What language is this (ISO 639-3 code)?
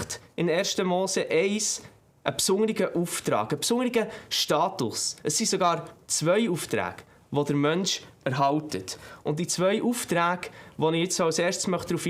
gsw